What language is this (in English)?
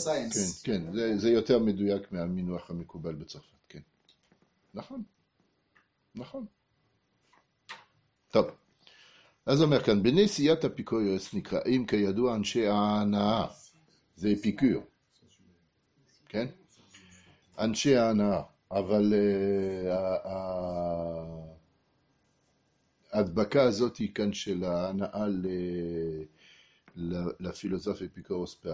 Hebrew